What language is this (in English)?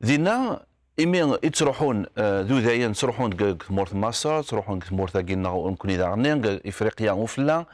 Kabyle